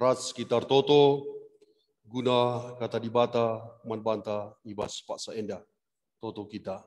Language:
Batak Karo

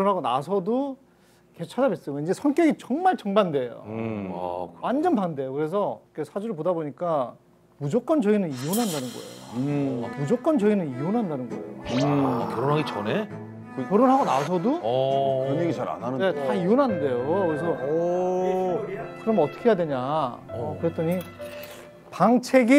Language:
Korean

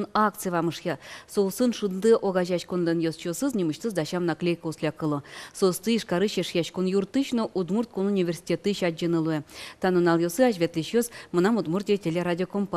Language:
Udmurt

